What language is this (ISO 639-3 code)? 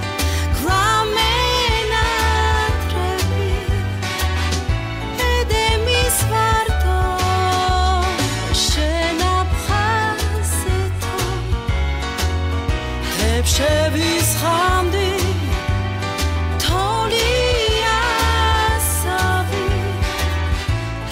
heb